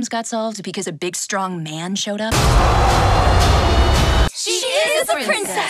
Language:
English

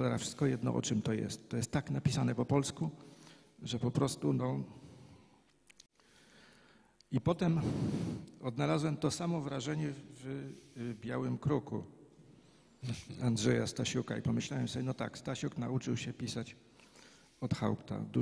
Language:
Polish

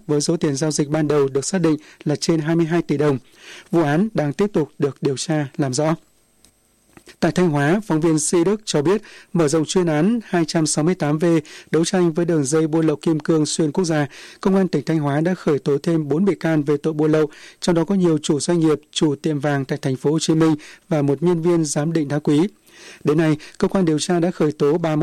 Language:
Vietnamese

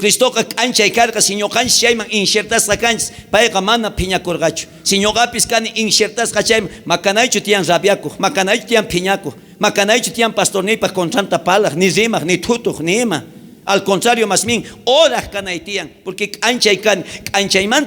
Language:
South Bolivian Quechua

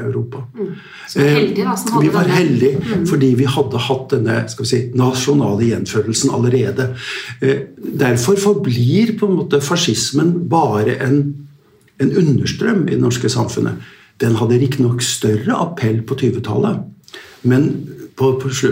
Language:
Norwegian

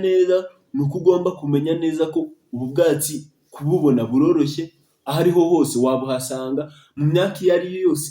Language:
Kinyarwanda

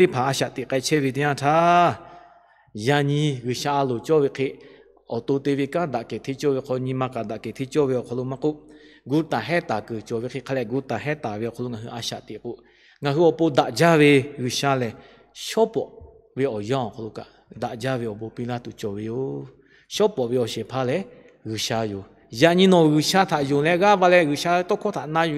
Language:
Lahu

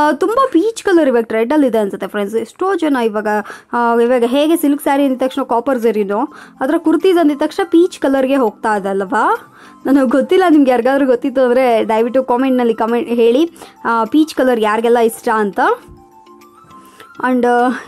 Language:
Kannada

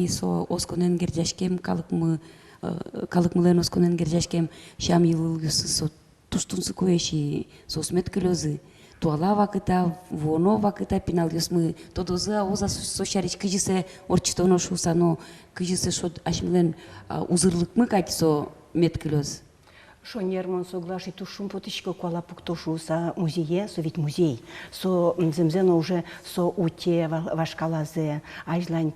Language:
Udmurt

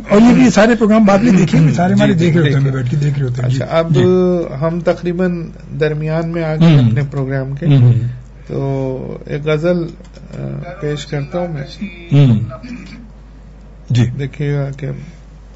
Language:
Urdu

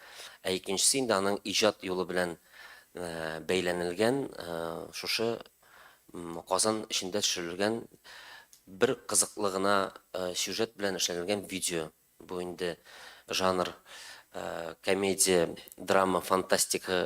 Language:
Tatar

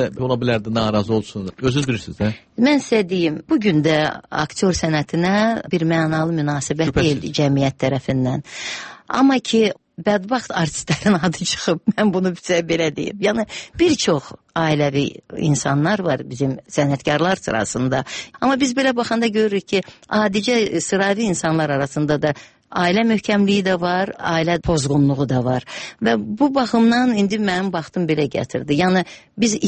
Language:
Azerbaijani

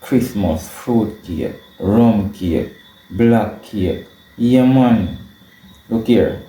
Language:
Jamaican Creole English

